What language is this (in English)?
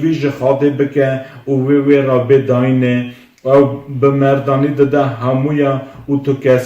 Kurdish